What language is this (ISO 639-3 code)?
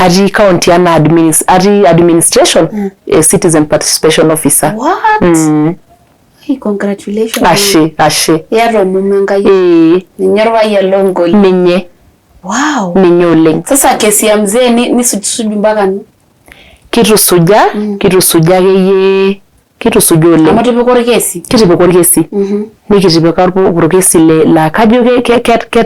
mas